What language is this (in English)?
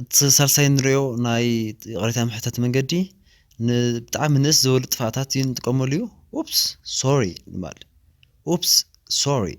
Tigrinya